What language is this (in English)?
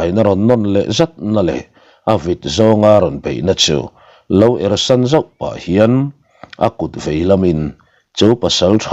Mizo